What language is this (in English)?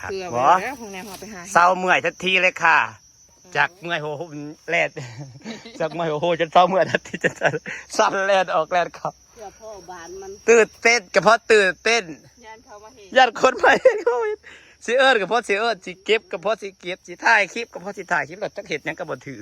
Northeastern Thai